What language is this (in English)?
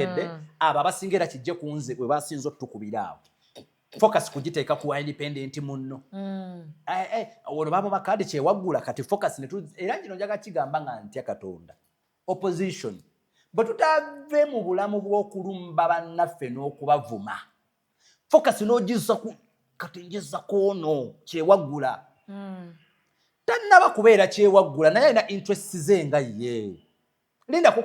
Ganda